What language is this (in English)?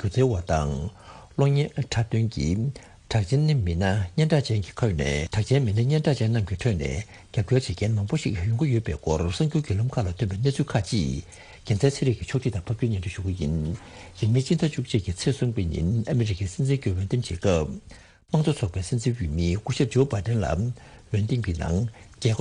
Tibetan